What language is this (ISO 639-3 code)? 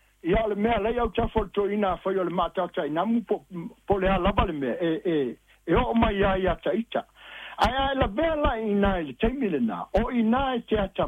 smo